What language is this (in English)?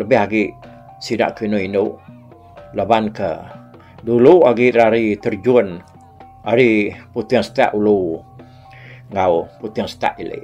Iban